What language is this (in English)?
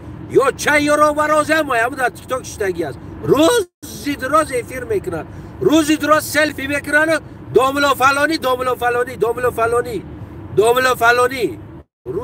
Tajik